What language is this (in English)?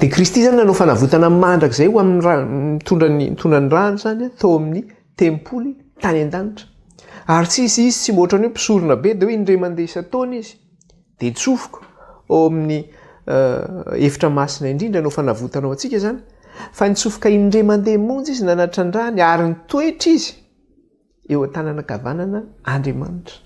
Malagasy